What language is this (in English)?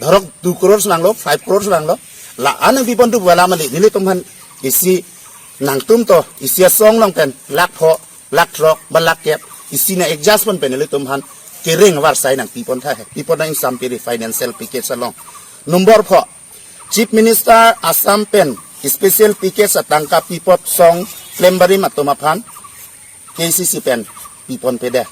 Karbi